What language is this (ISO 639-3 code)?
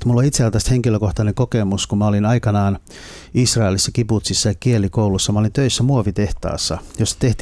fin